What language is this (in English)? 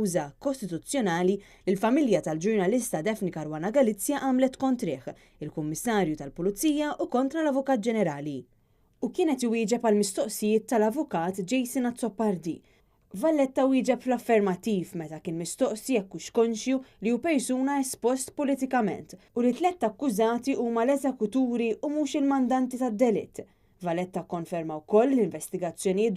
Maltese